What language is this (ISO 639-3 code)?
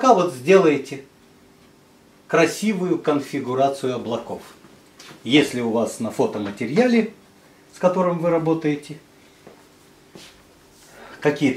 rus